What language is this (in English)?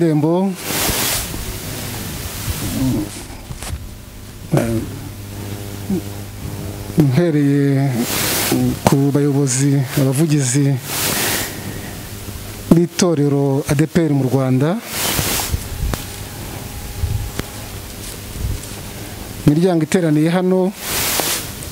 Kinyarwanda